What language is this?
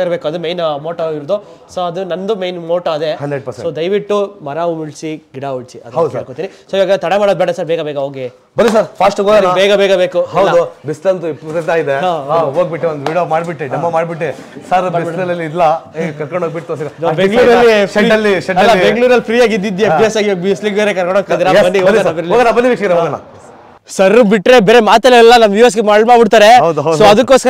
Kannada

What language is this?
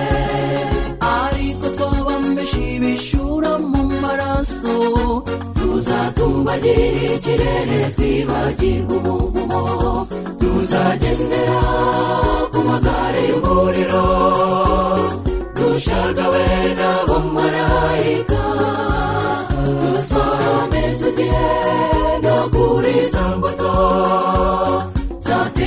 Kinyarwanda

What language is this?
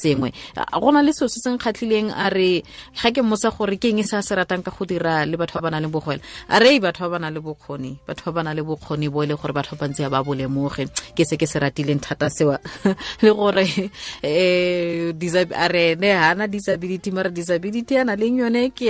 Tswana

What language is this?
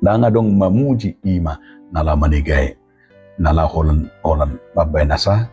Batak Toba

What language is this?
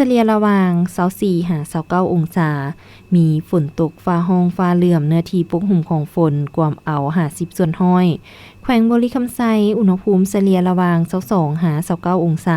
Lao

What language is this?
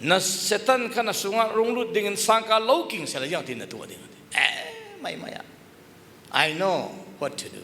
Falam Chin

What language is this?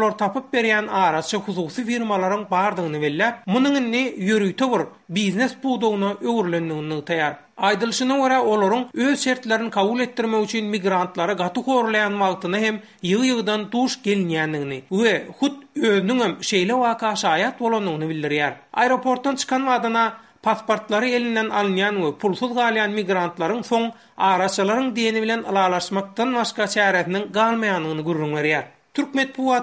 Turkmen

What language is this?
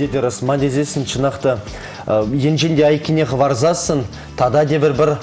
Chuvash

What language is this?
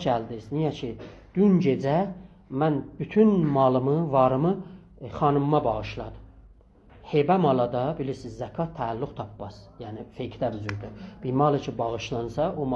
South Azerbaijani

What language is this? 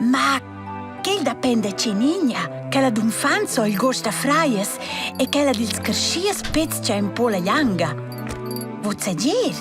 Romansh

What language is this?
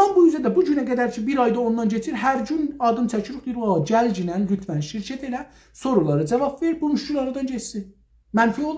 South Azerbaijani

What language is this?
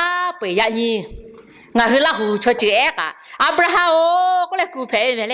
Lahu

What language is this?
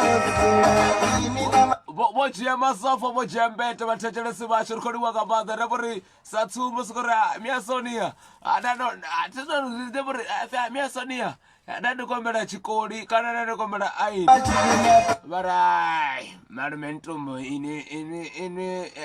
Venda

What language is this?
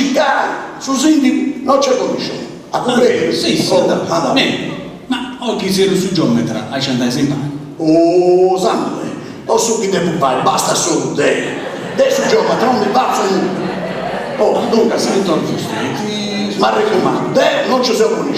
Sardinian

